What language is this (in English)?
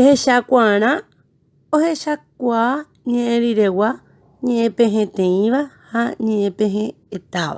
Guarani